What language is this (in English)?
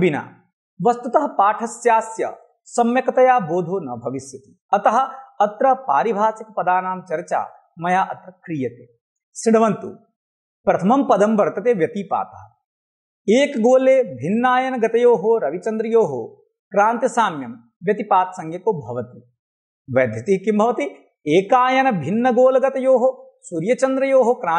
Sanskrit